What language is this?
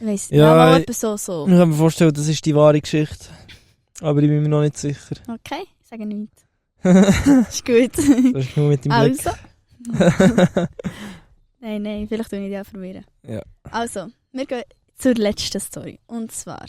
Swiss German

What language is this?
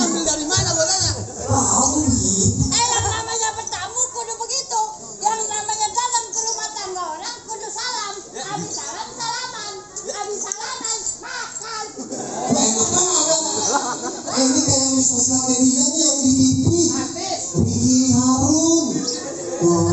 Betawi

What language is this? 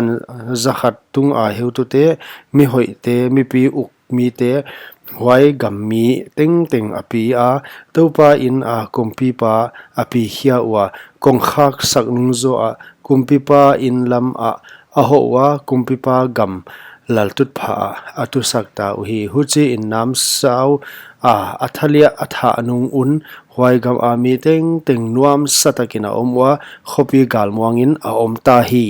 Paite Chin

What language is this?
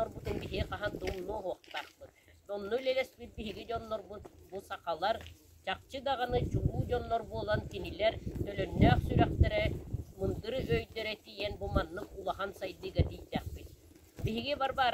Yakut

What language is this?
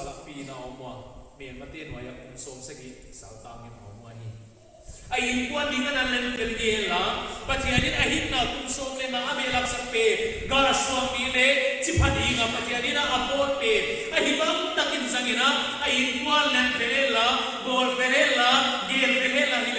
Paite Chin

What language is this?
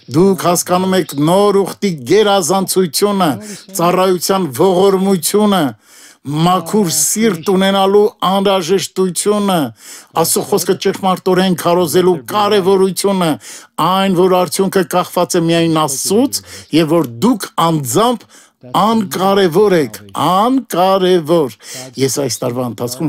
Armenian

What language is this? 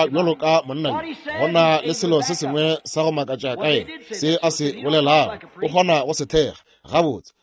Northern Sotho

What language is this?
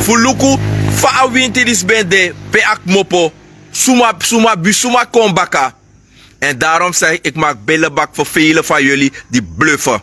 Sranan Tongo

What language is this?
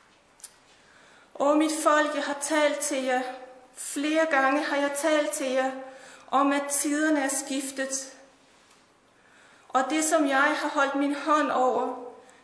Danish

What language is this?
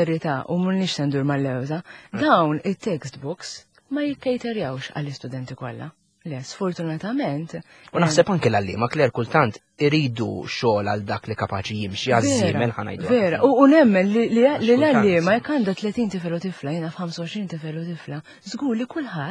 Maltese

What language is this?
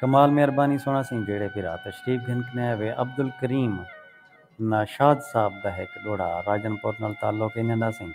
Saraiki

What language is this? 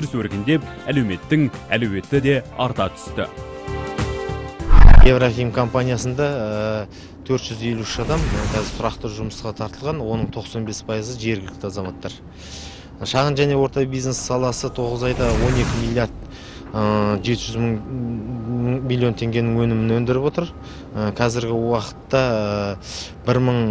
Kazakh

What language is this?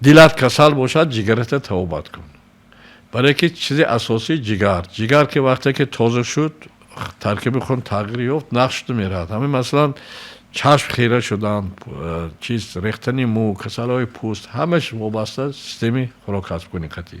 Tajik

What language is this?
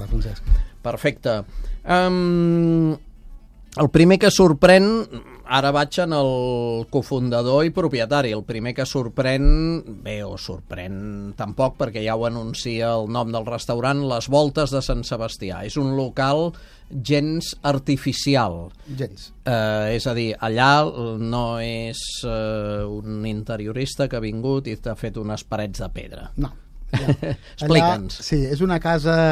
Catalan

